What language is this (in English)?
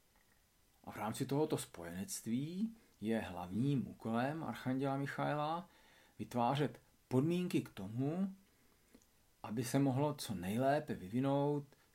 Czech